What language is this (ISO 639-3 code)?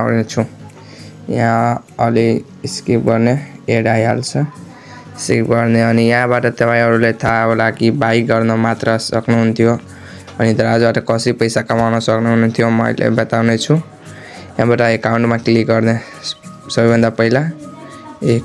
nep